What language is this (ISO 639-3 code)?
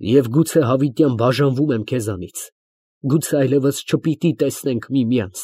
hye